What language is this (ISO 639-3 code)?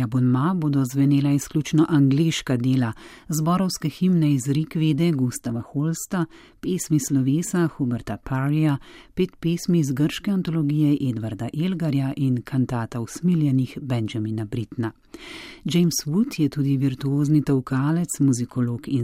slv